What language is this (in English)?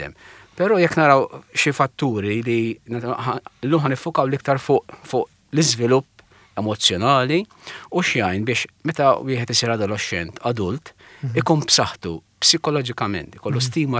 Maltese